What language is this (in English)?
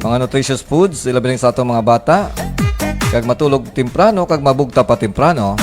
Hiligaynon